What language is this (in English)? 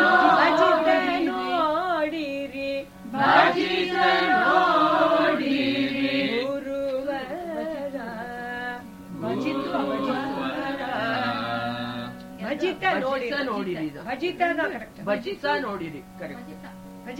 Kannada